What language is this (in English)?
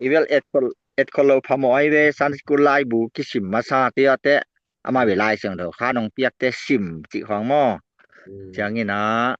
Tedim Chin